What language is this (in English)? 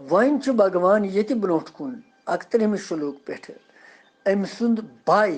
Kashmiri